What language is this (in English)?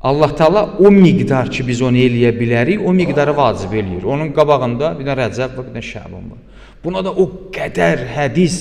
Azerbaijani